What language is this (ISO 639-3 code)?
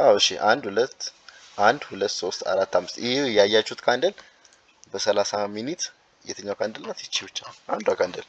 amh